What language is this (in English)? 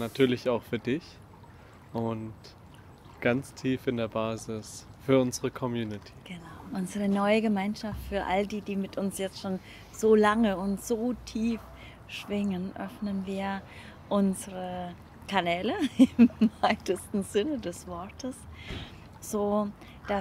German